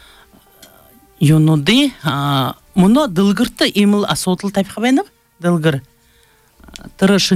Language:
Buriat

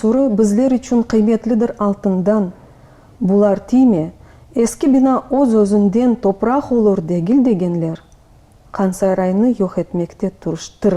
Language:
Crimean Tatar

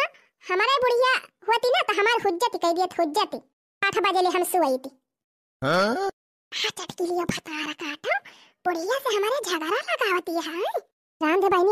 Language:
Awadhi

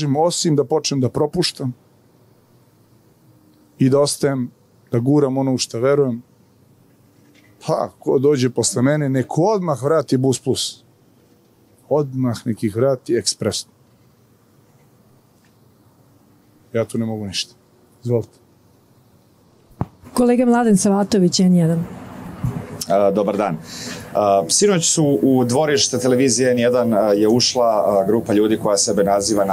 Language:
Serbian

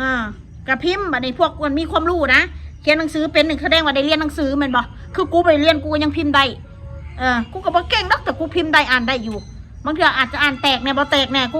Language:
Northeastern Thai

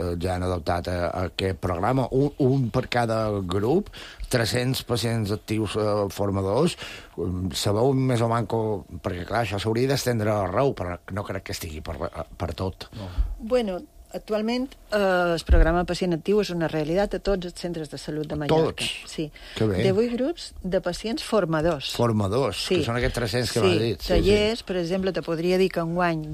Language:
Catalan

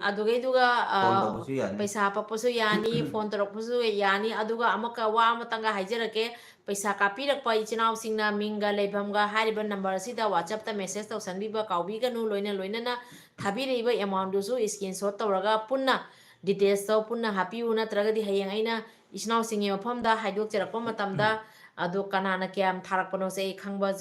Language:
Manipuri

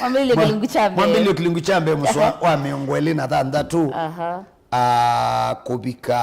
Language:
Kamba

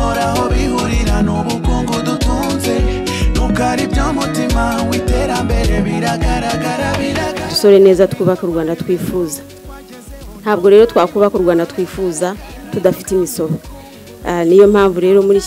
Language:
Kinyarwanda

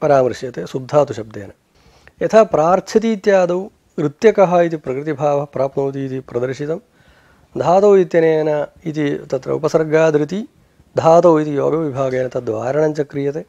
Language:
Sanskrit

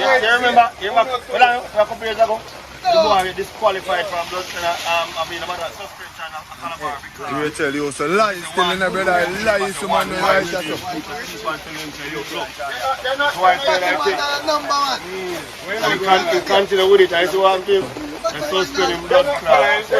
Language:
Jamaican Creole English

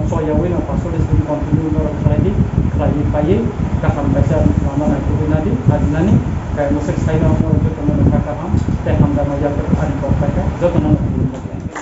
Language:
Kok Borok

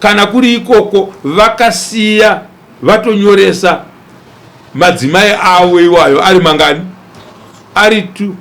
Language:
Shona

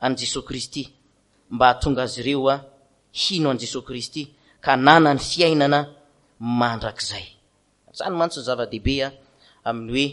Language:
Malagasy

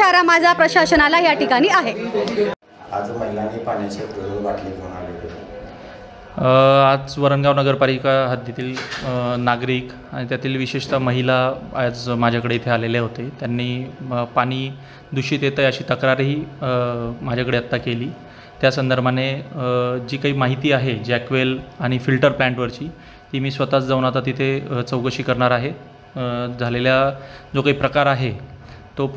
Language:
Marathi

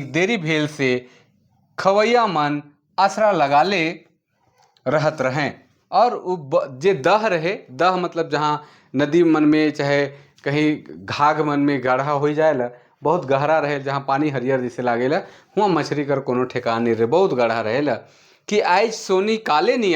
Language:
Sadri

